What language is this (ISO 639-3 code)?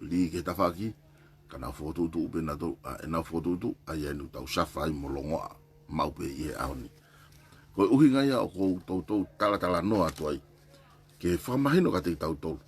ton